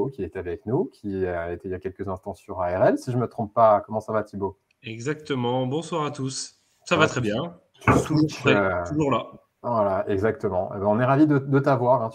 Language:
French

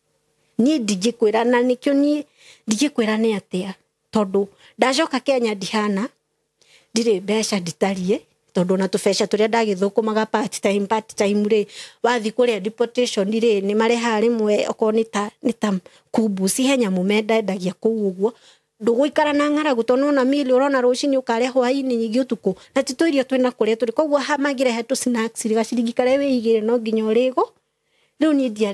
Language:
Kikuyu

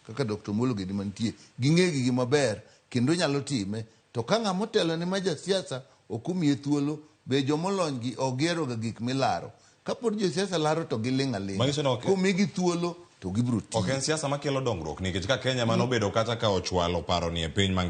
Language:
Luo (Kenya and Tanzania)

